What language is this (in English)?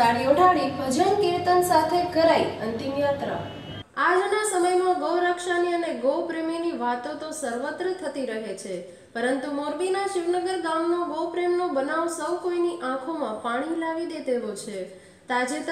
Gujarati